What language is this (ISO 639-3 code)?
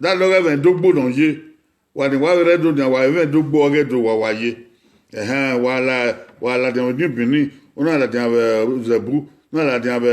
bin